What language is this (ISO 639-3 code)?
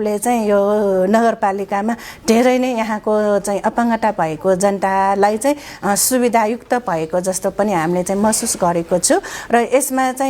nep